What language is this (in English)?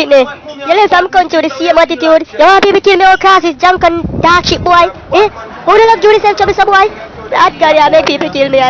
Jamaican Creole English